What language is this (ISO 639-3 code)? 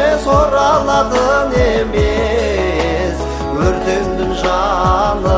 kaz